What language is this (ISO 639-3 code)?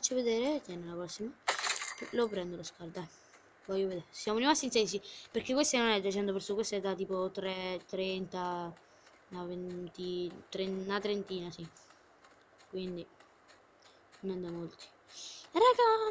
ita